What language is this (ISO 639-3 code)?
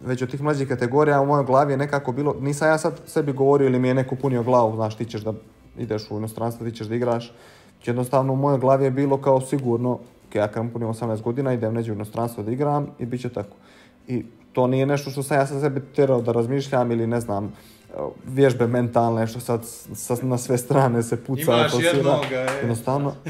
bos